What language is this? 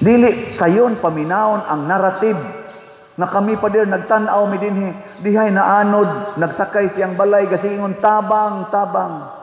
Cebuano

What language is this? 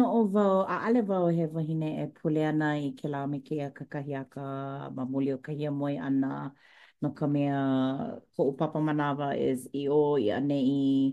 Hawaiian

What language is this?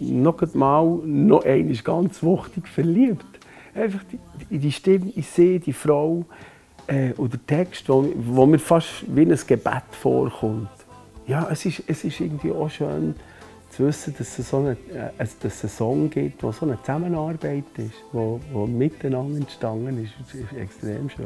Swiss German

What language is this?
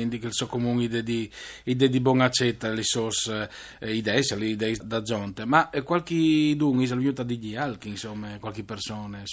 Friulian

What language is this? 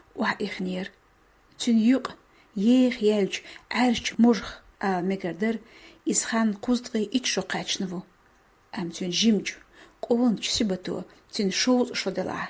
Chechen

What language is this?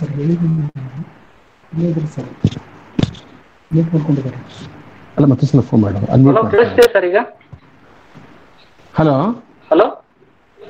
Kannada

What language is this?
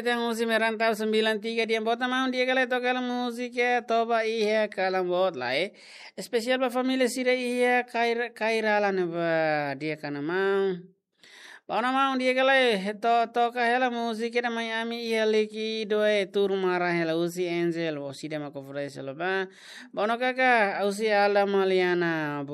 Tetum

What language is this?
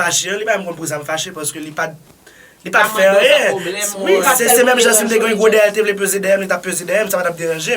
Haitian Creole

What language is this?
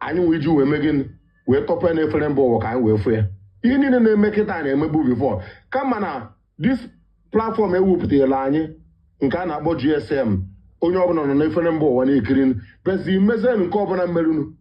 Igbo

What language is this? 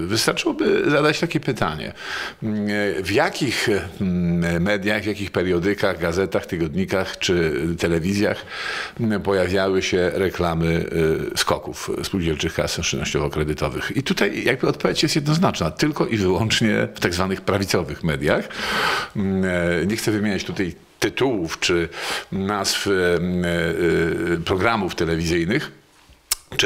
Polish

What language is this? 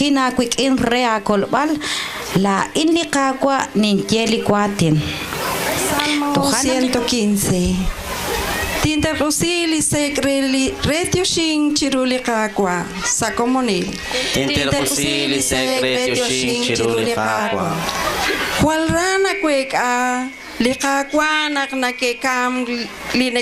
Kekchí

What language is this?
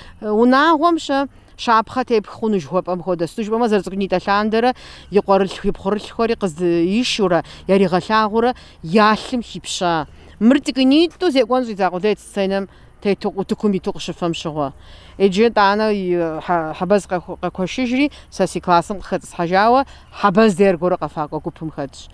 Kabardian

